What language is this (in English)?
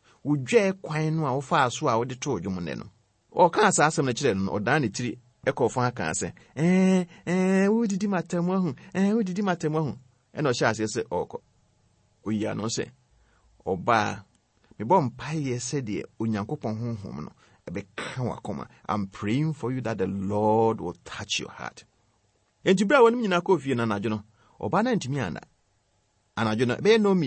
Akan